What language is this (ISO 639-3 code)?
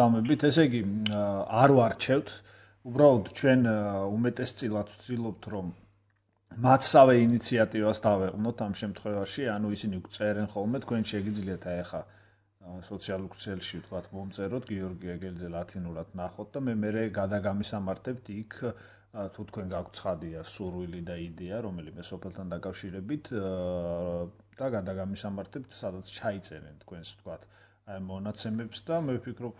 kat